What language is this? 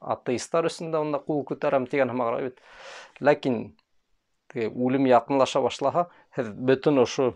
Bashkir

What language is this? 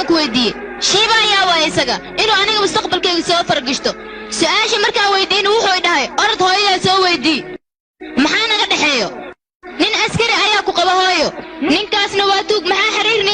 Somali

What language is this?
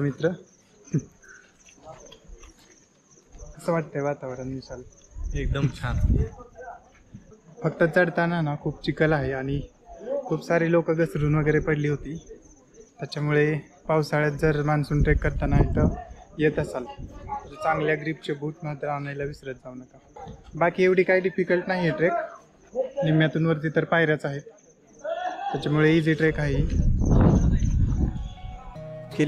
Marathi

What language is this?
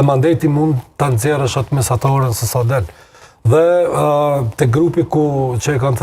Albanian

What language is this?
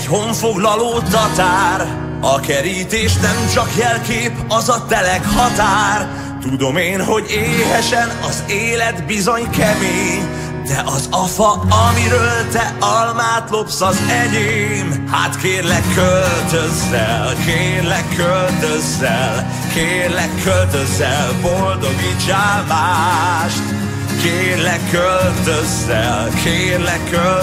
Hungarian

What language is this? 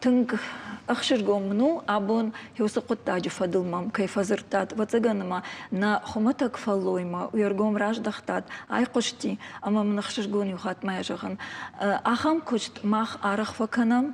Ossetic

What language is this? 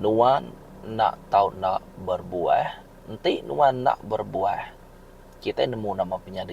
Iban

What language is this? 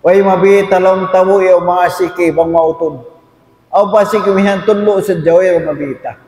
Tausug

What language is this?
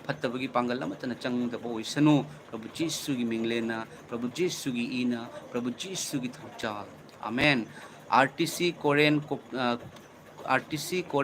Manipuri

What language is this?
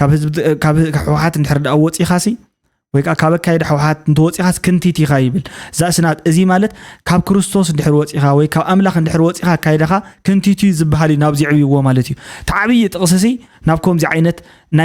Tigrinya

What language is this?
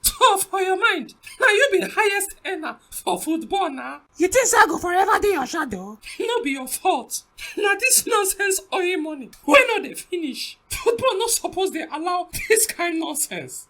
Nigerian Pidgin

